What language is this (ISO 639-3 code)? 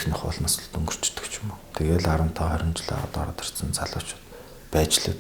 mon